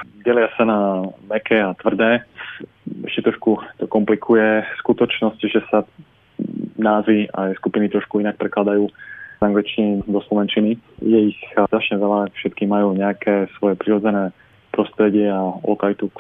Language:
Slovak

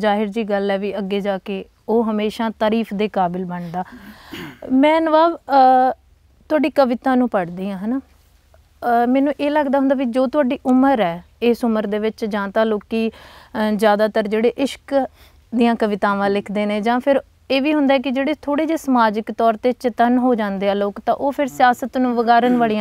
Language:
Punjabi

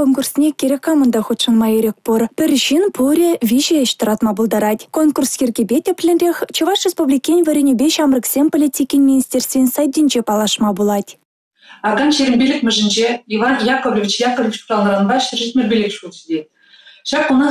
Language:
Chuvash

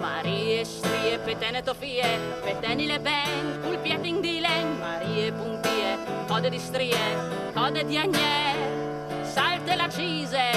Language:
Friulian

